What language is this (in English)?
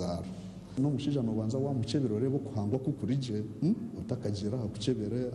Nyankole